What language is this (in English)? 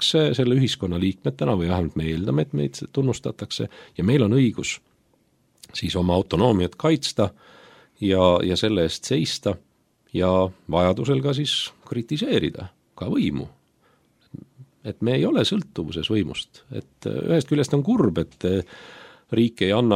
Estonian